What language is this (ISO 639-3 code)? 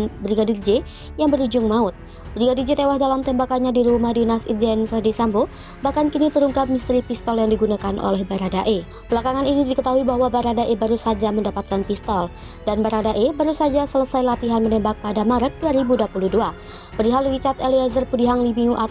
ind